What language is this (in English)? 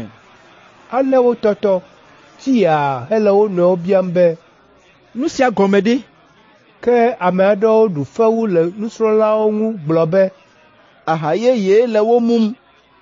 Ewe